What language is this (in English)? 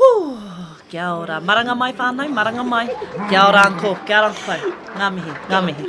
Māori